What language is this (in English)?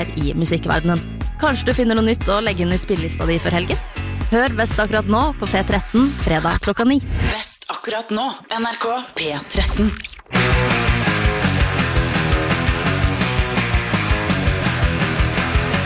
Norwegian